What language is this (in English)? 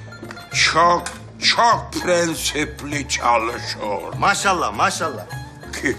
Turkish